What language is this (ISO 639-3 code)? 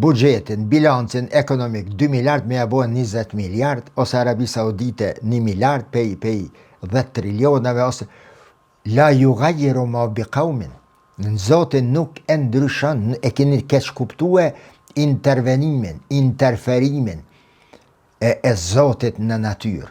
sqi